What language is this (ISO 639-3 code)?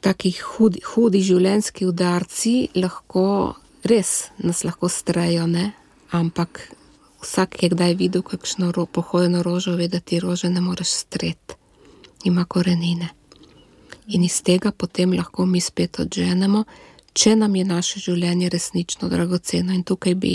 slv